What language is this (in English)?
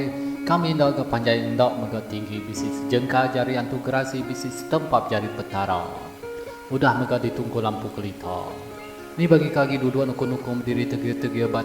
Iban